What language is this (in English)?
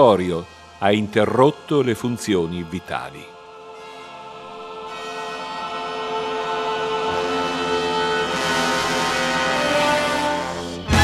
Italian